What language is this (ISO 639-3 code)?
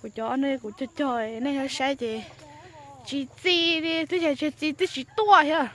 hmn